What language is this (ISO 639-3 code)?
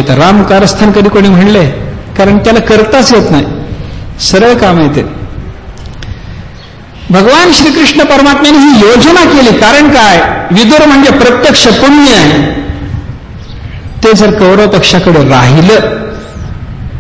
mar